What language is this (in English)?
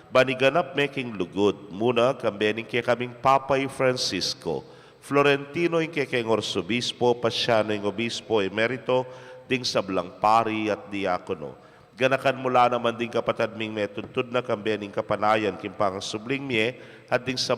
Pampanga